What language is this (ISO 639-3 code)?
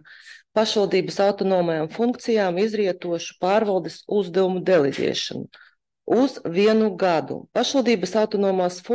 lav